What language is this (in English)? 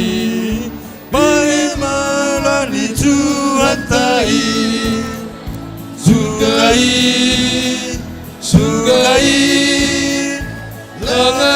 Batak Simalungun